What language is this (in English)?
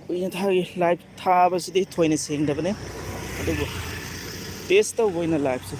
Manipuri